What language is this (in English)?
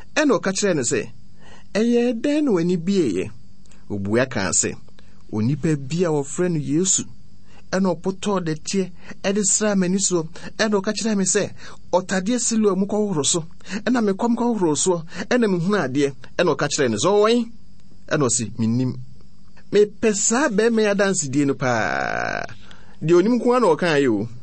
Akan